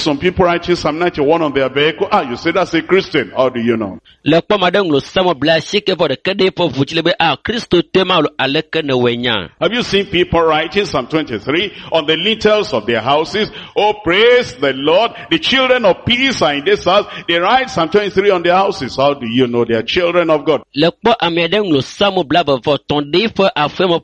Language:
Ewe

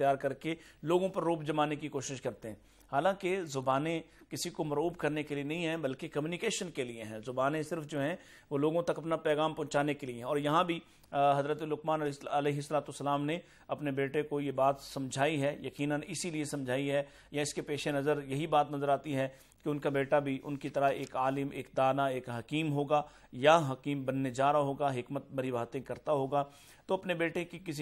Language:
Urdu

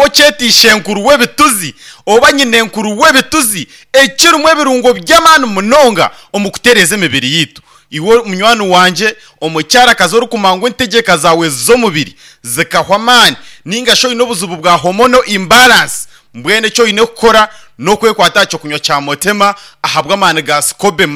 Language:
Nyankole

